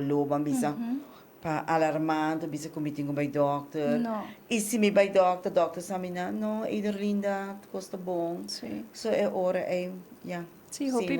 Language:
Papiamento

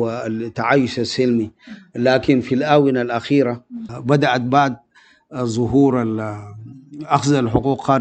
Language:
Sudanese Arabic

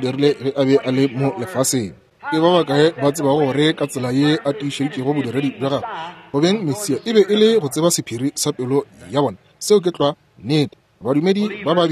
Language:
Northern Sotho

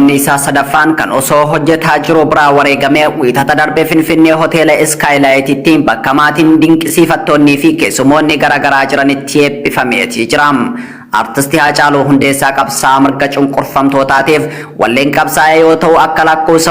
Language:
Oromo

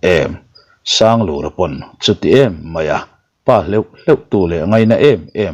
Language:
Mizo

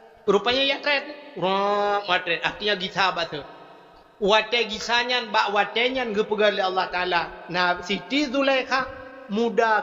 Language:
Achinese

